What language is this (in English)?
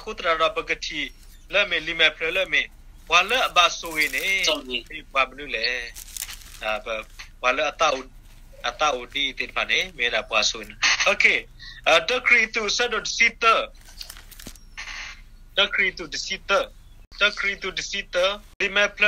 S'gaw Karen